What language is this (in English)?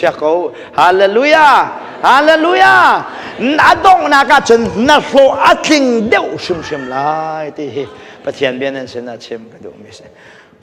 Hakha Chin